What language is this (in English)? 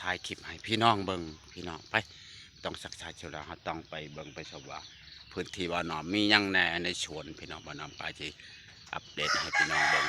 Lao